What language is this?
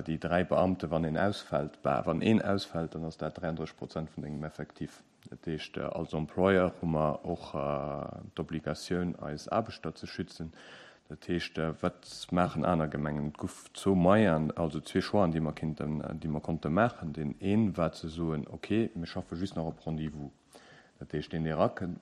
Luxembourgish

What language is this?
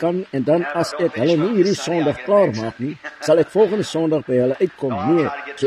Afrikaans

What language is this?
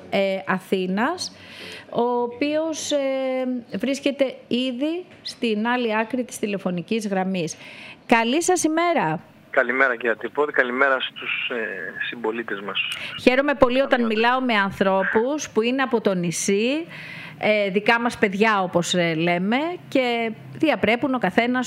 Greek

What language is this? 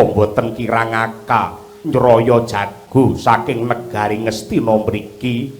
Javanese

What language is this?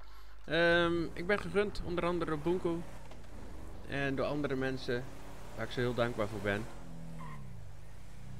Dutch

